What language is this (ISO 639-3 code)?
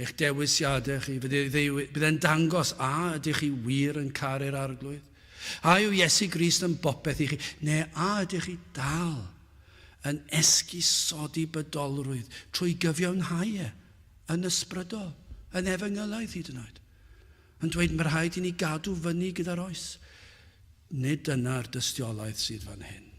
cym